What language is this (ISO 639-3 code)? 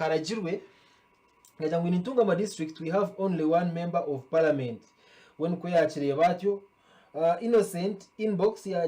nyn